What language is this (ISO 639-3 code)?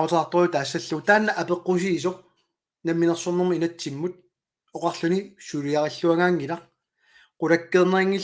kal